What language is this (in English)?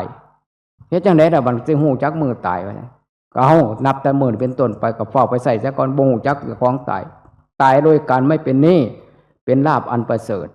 Northeastern Thai